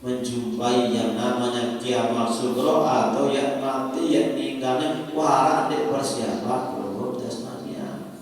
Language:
Sasak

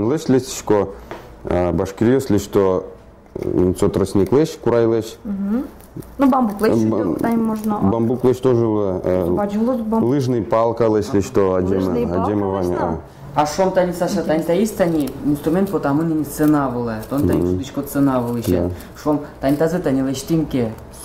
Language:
Udmurt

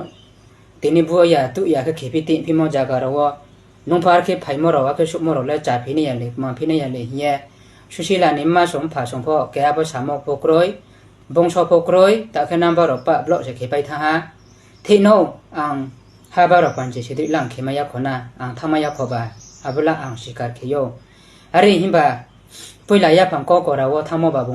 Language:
Riang (India)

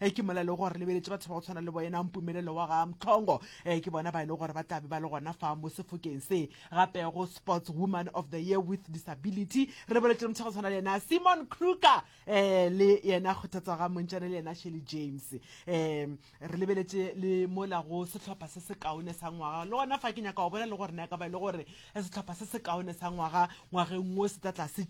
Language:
Northern Sotho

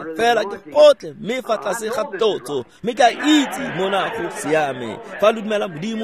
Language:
Tswana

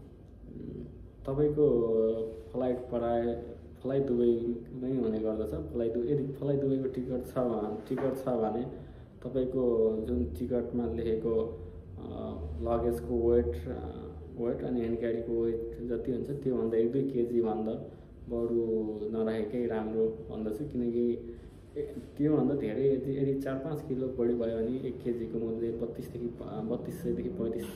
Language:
Nepali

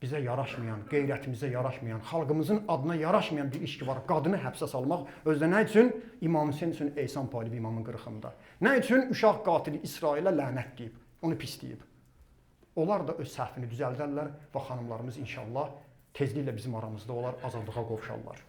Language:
Azerbaijani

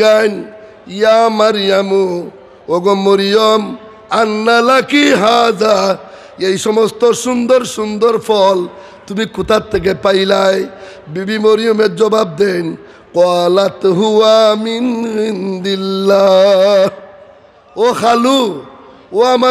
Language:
Sylheti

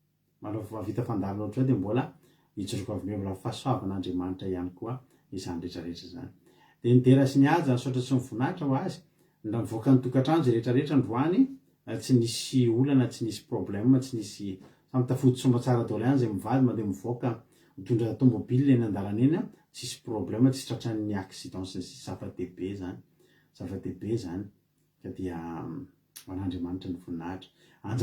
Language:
Malagasy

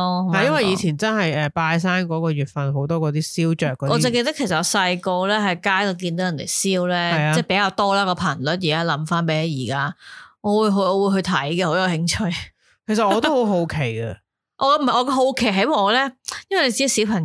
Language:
Cantonese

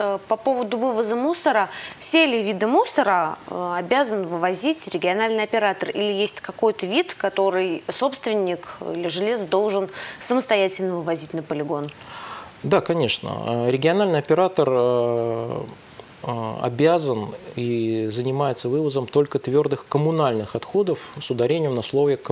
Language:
Russian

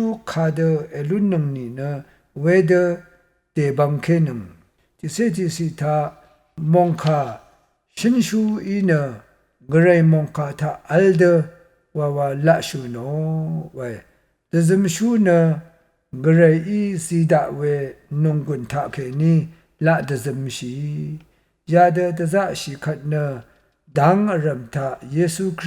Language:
Rawang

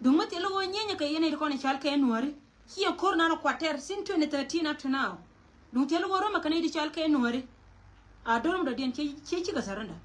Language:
Nuer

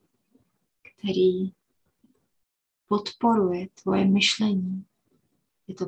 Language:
Czech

